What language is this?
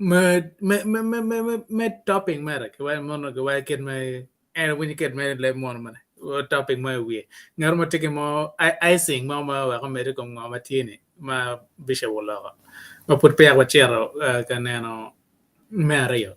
Acoli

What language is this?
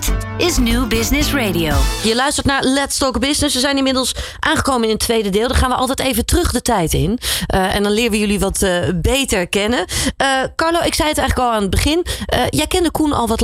Dutch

